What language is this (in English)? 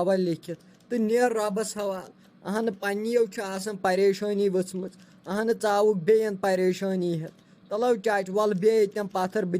Kashmiri